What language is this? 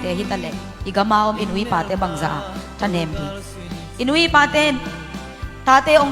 Tedim Chin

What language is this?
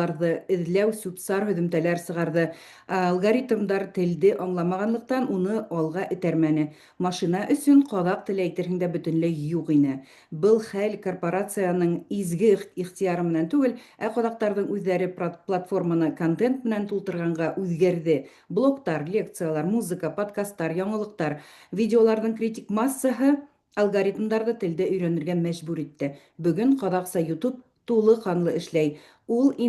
Bashkir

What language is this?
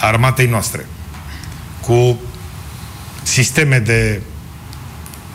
Romanian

